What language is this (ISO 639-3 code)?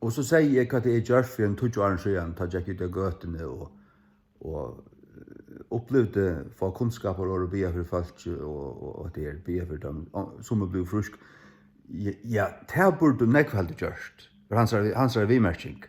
fao